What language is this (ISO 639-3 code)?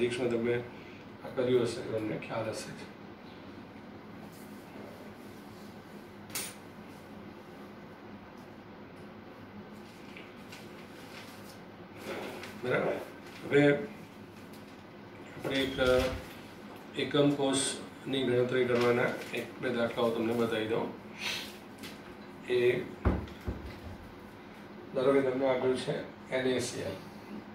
guj